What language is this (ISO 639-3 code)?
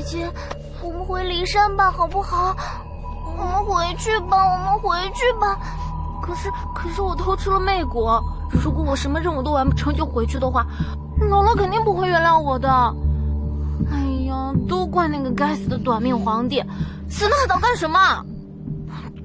zho